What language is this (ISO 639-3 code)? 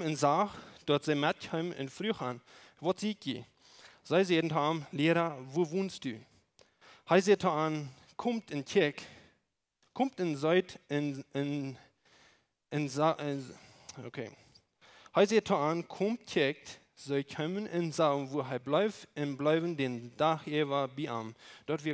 pdt